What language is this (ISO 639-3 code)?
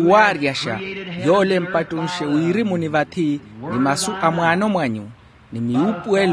vmw